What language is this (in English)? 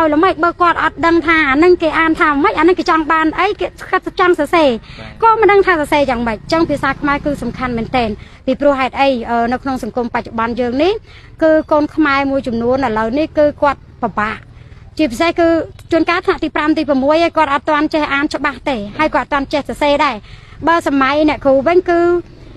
Khmer